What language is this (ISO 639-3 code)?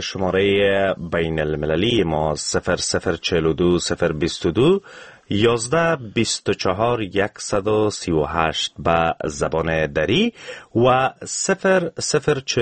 fas